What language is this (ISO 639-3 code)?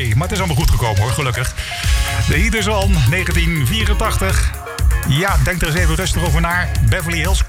nld